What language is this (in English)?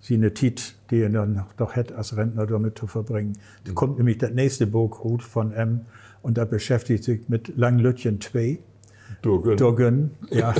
Low German